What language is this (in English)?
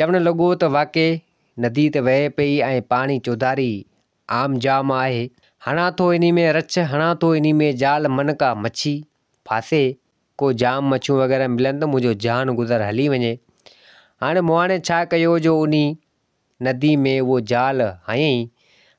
Sindhi